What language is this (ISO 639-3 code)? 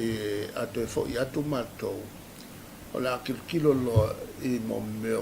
smo